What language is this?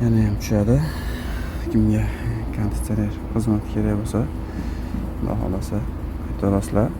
Uzbek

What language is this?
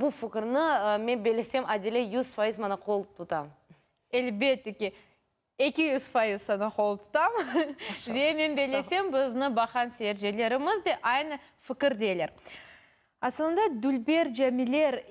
Crimean Tatar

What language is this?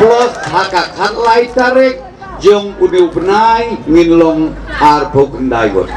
Khasi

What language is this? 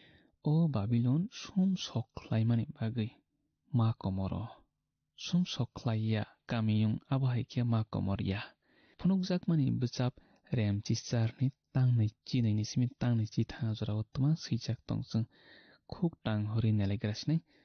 Kok Borok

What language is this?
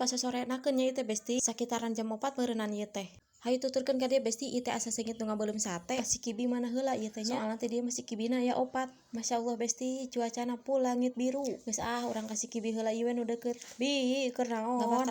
Sundanese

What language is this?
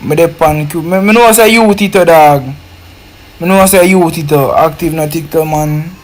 Jamaican Creole English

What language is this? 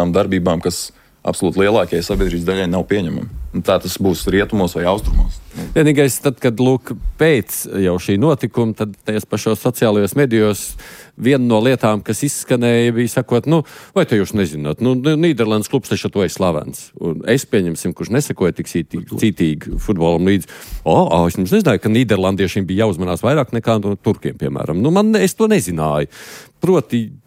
Latvian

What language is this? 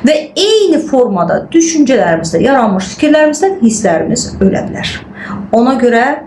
Azerbaijani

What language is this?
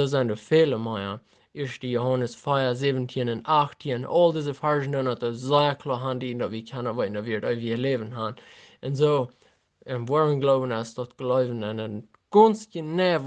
Plautdietsch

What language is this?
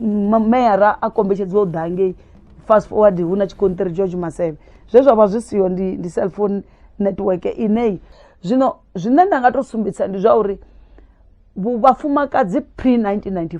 Venda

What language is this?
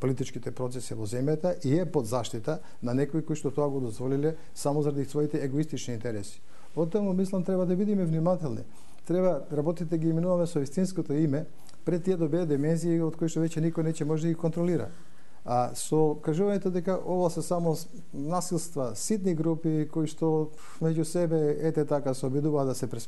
Macedonian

